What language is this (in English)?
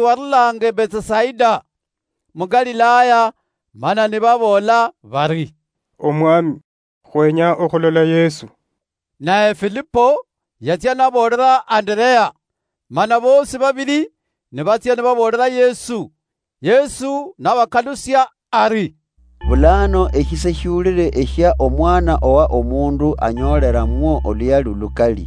Luyia